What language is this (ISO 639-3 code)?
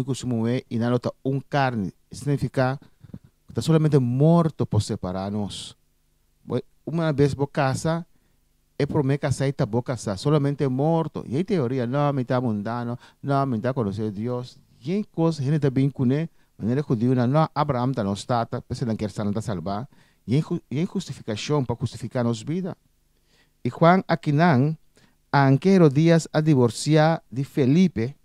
pap